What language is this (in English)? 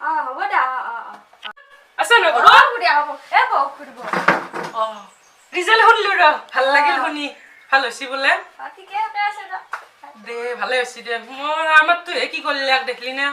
Assamese